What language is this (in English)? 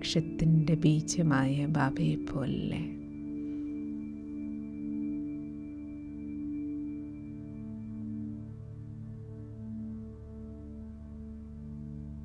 Malayalam